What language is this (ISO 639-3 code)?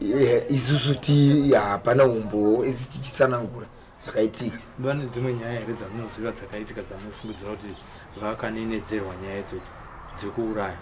sna